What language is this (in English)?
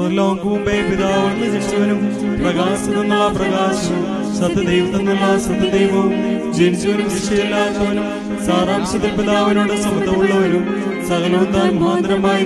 Malayalam